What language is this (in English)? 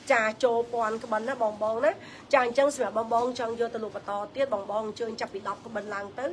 Khmer